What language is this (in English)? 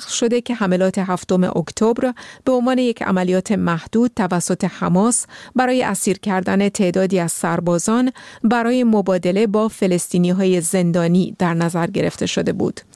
Persian